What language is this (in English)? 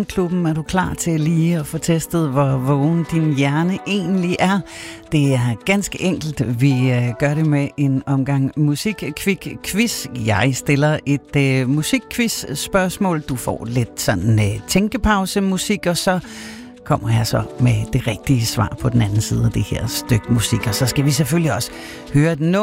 Danish